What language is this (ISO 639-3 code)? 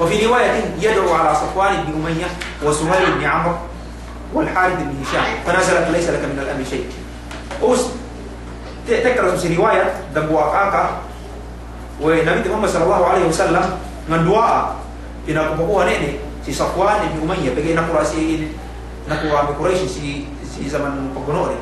yka